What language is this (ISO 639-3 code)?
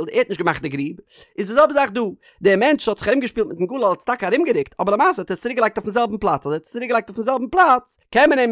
yid